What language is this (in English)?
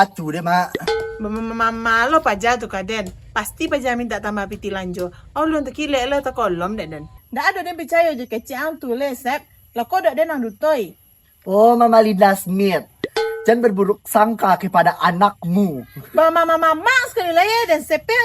Minangkabau